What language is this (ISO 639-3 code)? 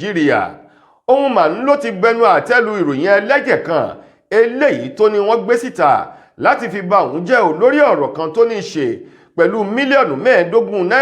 yor